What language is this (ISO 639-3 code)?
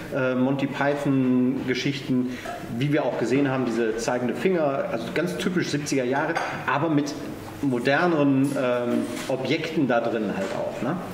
deu